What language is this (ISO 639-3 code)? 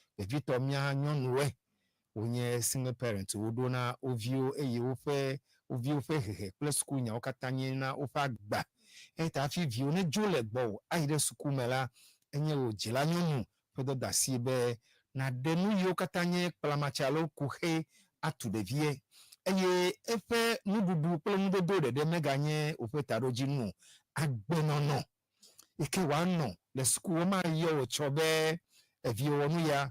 ewe